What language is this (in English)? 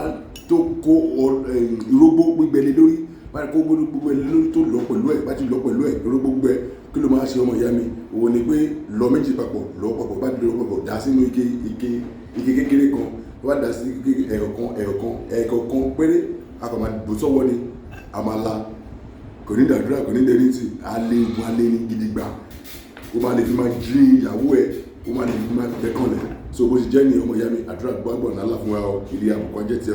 Yoruba